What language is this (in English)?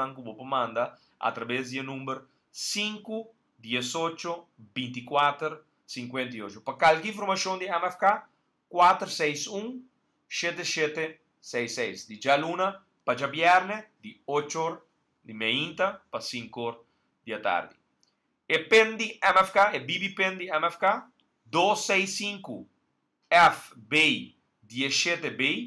Papiamento